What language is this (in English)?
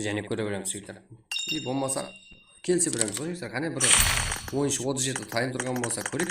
Kara-Kalpak